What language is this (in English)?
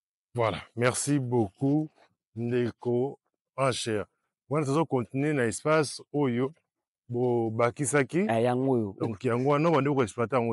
Lingala